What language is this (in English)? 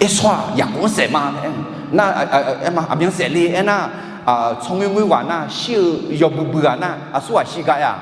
Akha